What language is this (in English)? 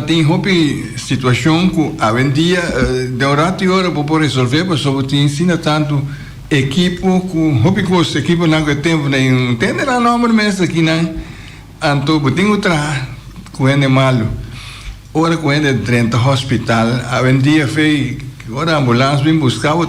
Papiamento